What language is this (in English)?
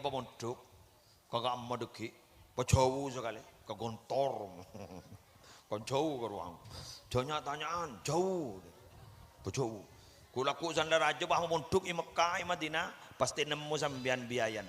Madurese